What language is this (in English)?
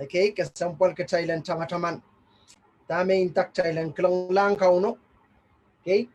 Pohnpeian